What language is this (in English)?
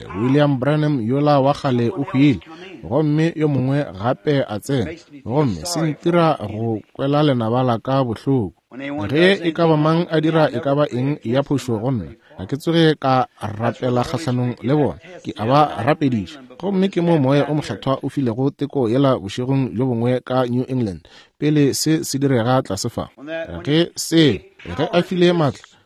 Northern Sotho